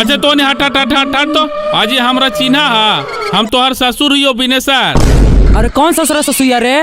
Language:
Magahi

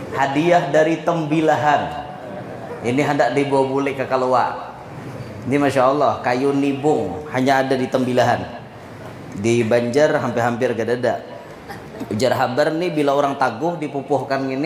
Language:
Banjar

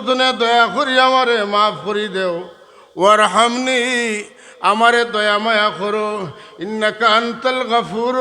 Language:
Sylheti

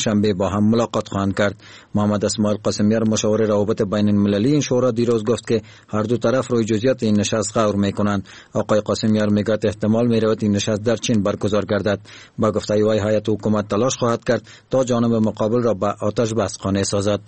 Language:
Persian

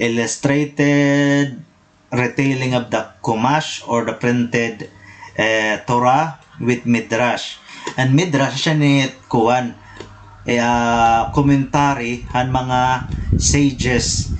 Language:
Waray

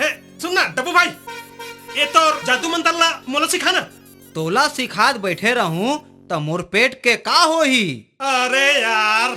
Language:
Chhattisgarhi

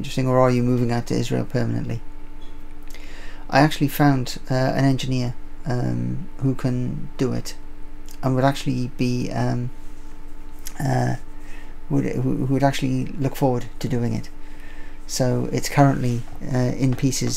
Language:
English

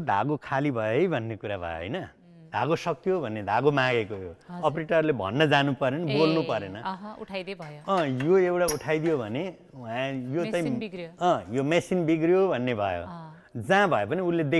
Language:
Nepali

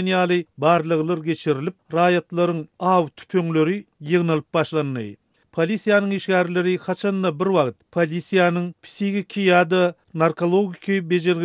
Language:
Turkmen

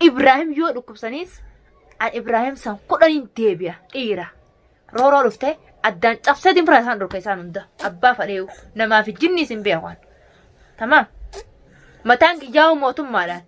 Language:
Oromo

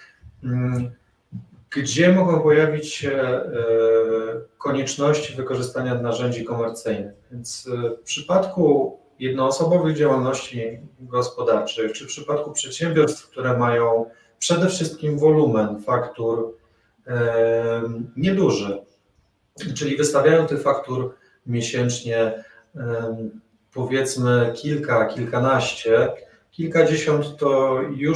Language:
Polish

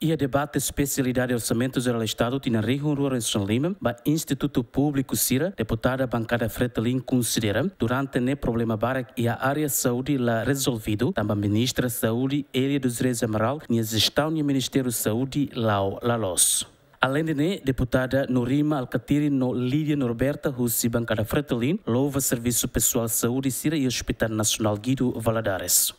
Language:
Tetum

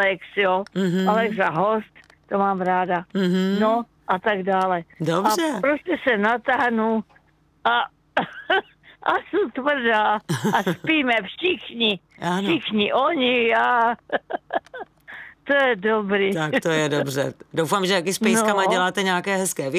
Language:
Czech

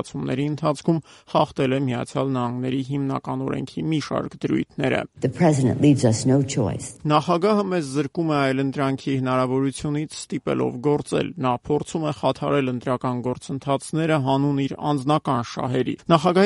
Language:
Armenian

